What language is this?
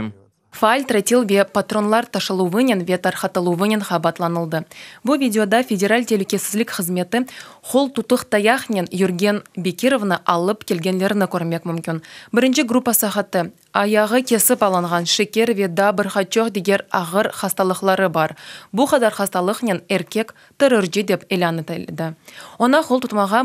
Crimean Tatar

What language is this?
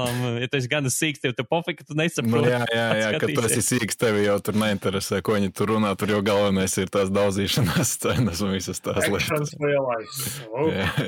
Latvian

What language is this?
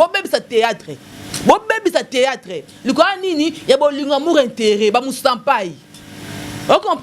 Lingala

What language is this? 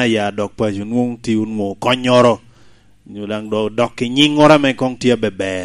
Lango (Uganda)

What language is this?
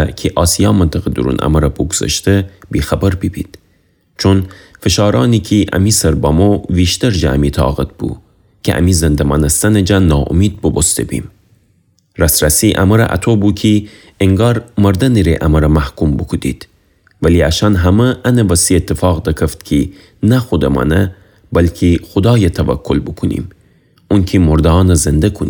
Gilaki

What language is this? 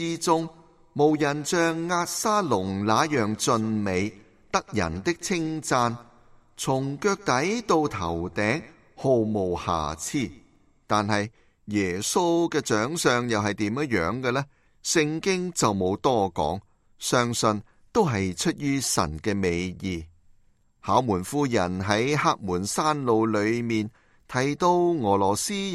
Cantonese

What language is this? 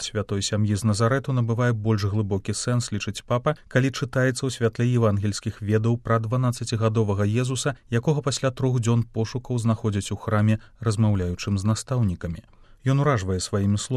Belarusian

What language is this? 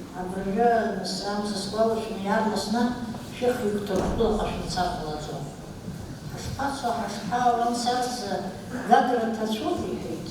Abkhazian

